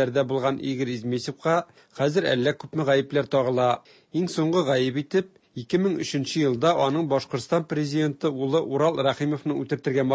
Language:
Tatar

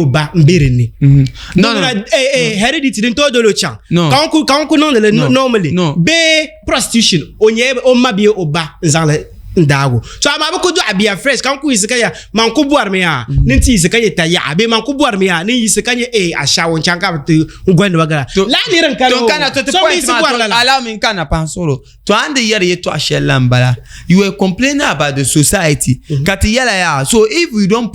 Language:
Dagbani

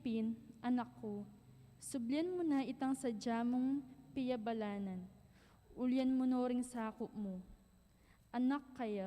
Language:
Pampanga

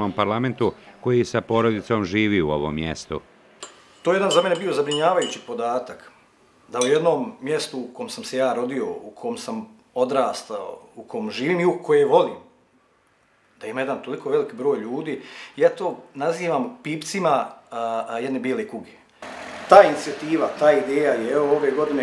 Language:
Bosnian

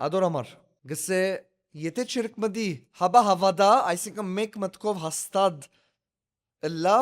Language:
Western Armenian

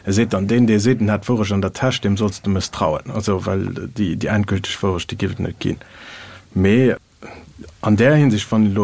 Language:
Luxembourgish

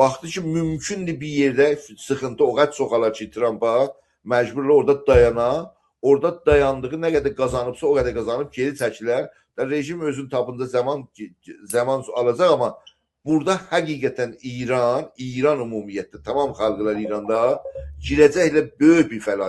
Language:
South Azerbaijani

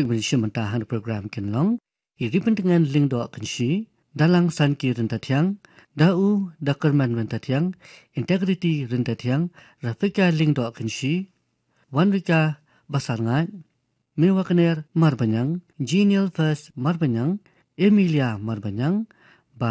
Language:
Khasi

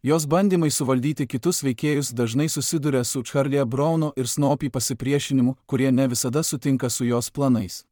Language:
Lithuanian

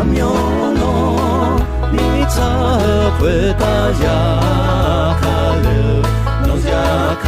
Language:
Akha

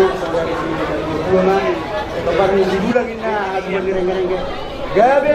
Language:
Batak Toba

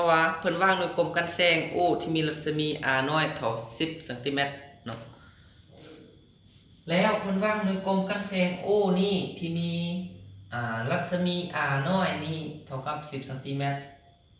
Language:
Lao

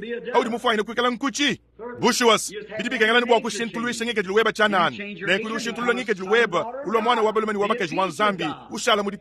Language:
Luba-Lulua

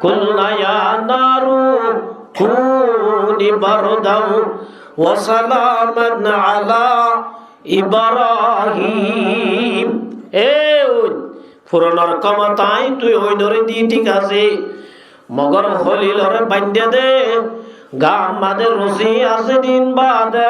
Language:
Rohingya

